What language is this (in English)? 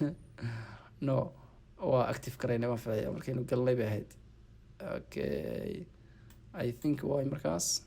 Somali